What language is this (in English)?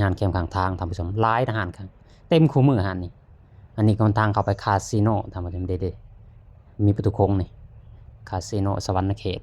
Lao